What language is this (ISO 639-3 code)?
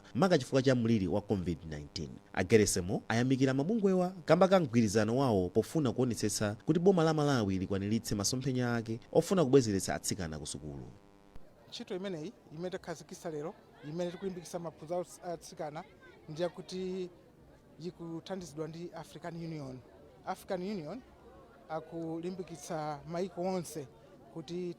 nya